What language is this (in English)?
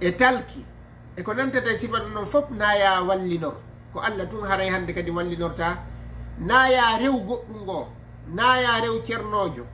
Fula